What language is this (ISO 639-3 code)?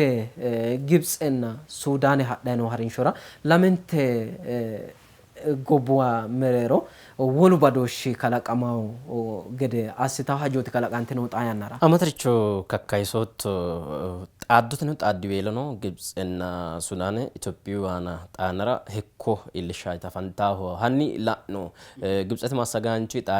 sid